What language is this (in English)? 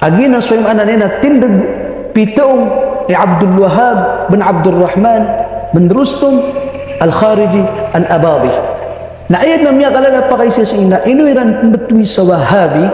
Maranao